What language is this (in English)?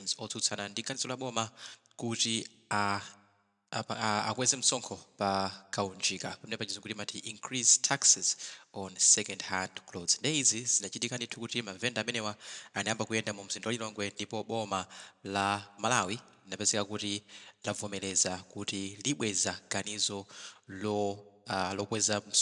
Nyanja